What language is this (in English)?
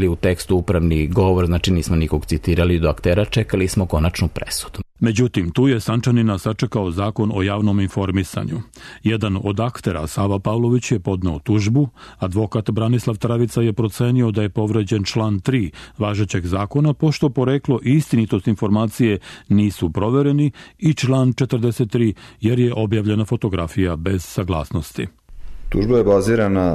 Serbian